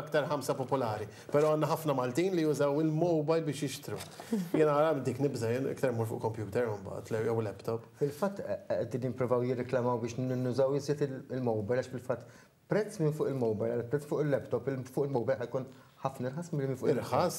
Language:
Maltese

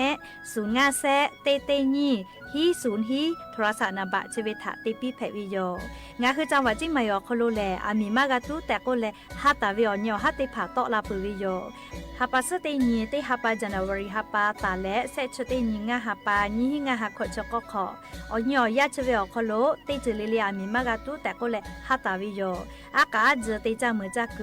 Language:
Lahu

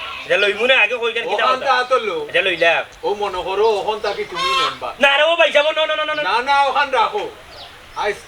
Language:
Sylheti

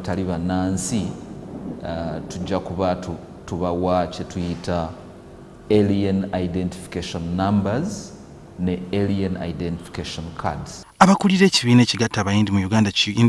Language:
Ganda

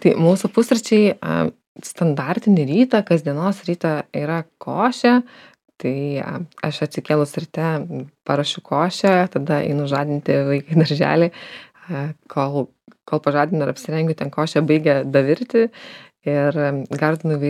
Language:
Lithuanian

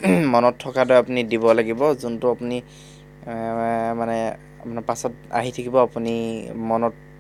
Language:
Assamese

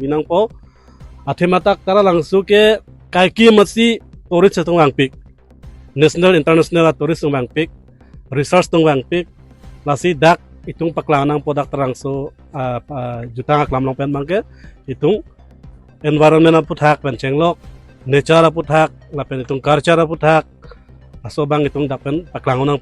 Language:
Karbi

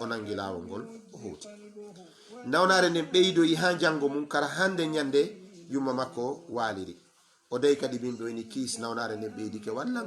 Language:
Fula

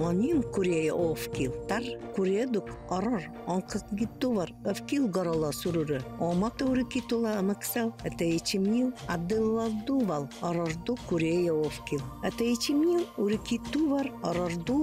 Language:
Yakut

